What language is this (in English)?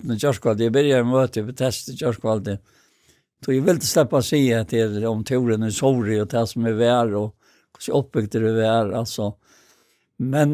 Faroese